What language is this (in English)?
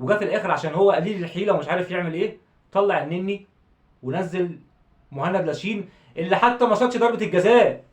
Egyptian Arabic